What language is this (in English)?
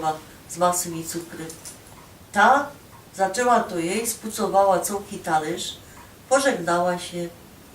Silesian